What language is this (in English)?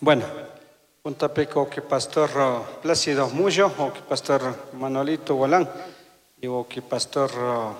Chimborazo Highland Quichua